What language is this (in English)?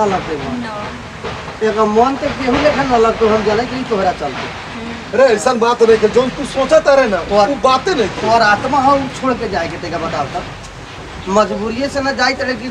Bhojpuri